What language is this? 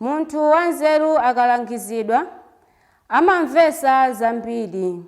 Nyanja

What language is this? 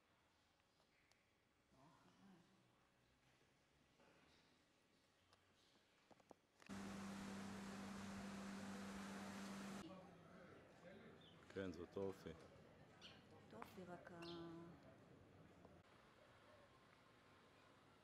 Hebrew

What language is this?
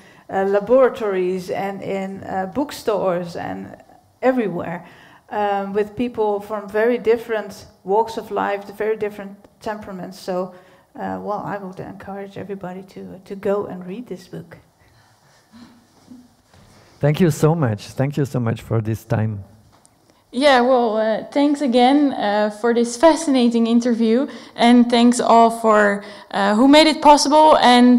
English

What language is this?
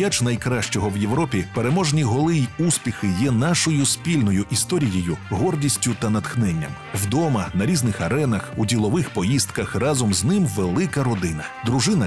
Ukrainian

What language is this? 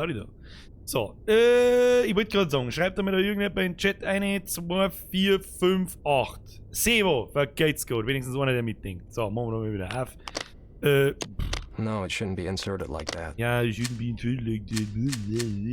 Bavarian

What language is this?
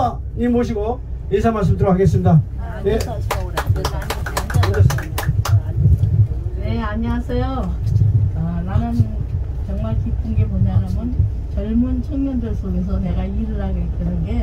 Korean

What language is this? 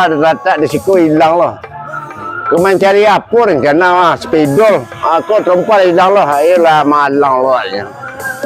Minangkabau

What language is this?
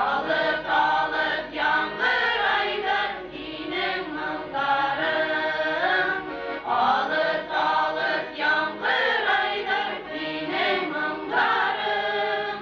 Bashkir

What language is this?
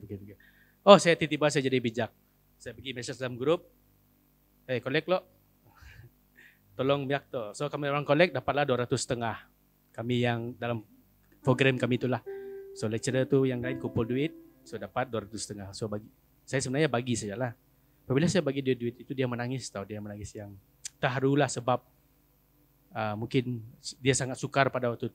Malay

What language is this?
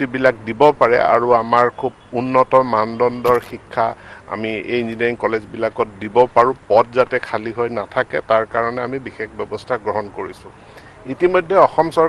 Assamese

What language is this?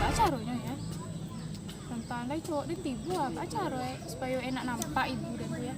Minangkabau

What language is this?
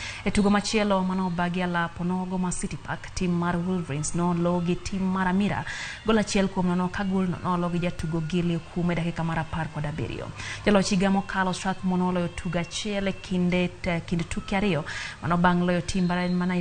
Luo (Kenya and Tanzania)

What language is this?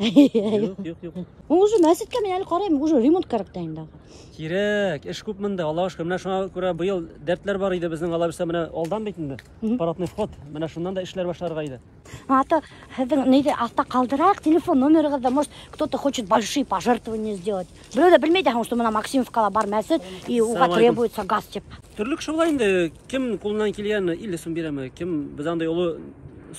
Bashkir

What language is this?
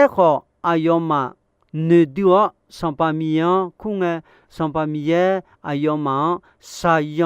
Akha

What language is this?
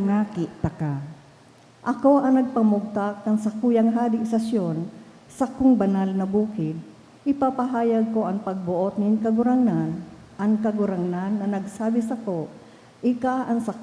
Bikol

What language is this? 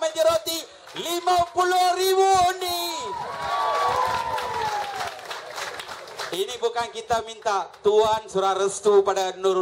Malay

